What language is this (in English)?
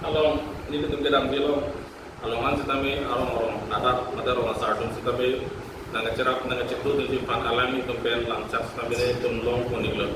Karbi